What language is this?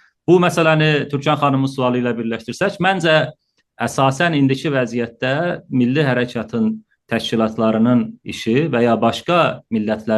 South Azerbaijani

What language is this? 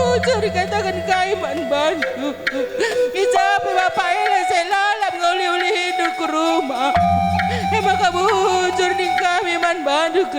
Batak Karo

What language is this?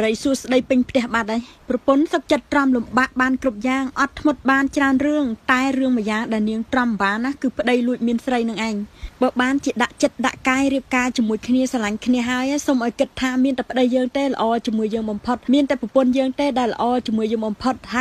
Khmer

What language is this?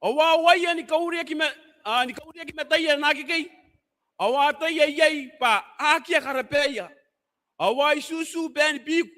Gilbertese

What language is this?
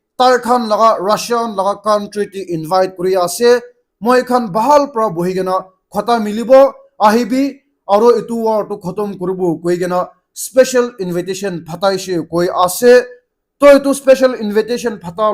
Naga Pidgin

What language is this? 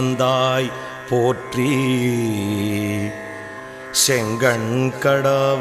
Tamil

